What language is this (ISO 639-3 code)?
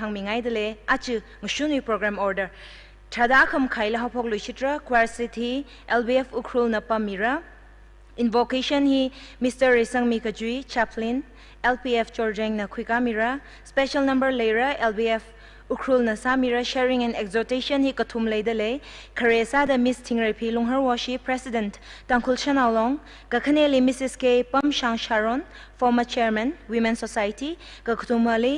nmf